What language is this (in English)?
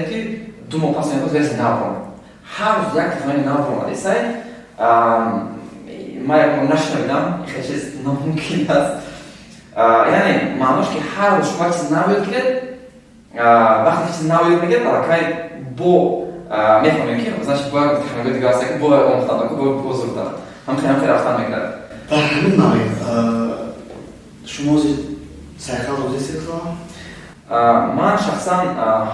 Tajik